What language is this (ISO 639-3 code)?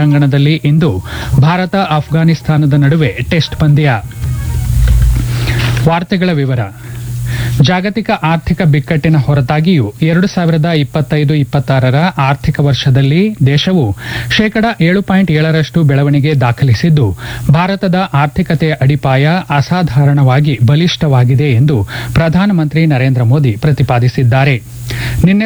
kan